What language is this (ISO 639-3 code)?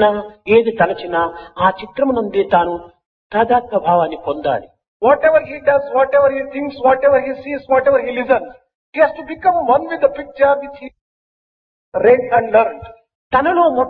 tel